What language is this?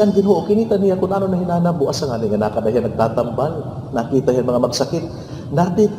Waray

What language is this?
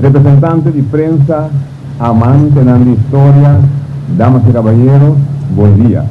Papiamento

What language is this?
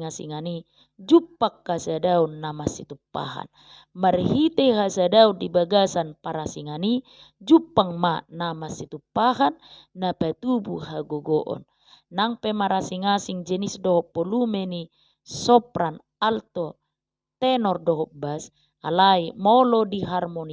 Batak Toba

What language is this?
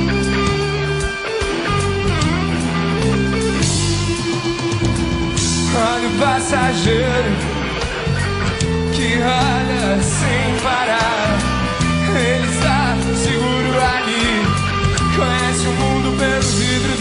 Portuguese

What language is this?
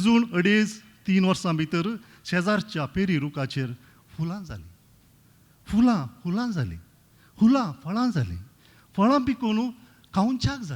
Konkani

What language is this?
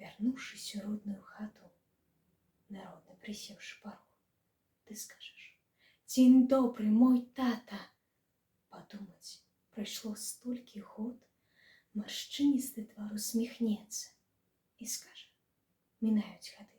Belarusian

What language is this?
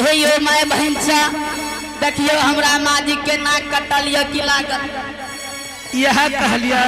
Angika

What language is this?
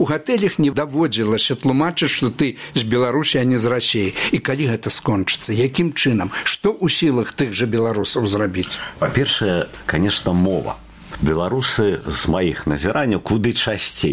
Belarusian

